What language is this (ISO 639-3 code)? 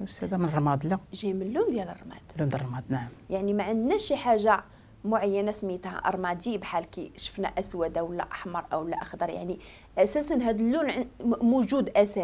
ary